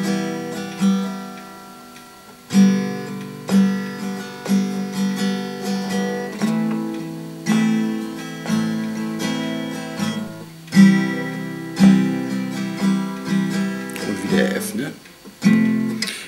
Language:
German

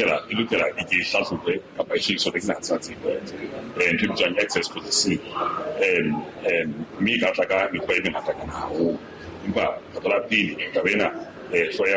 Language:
Southern Sotho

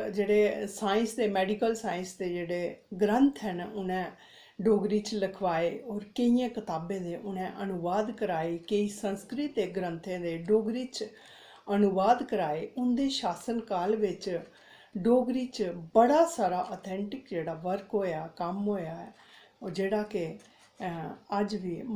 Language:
Dogri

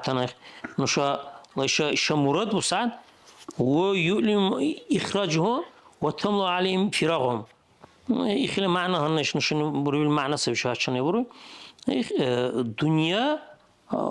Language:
Dargwa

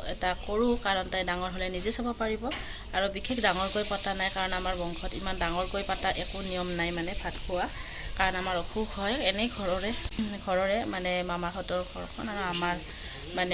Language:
Assamese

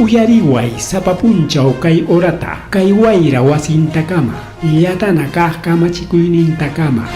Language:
Ayacucho Quechua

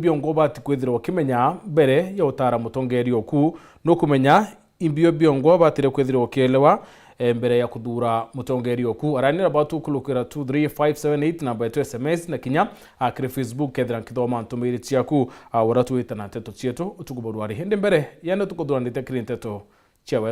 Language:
Meru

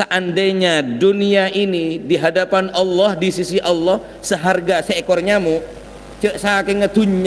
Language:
Madurese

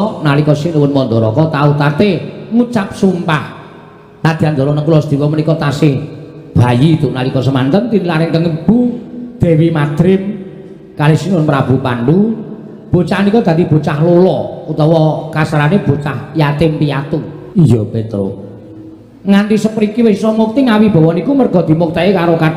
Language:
Javanese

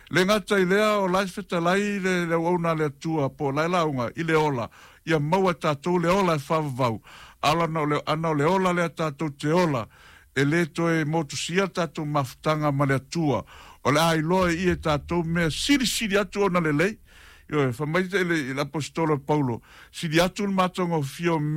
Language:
Samoan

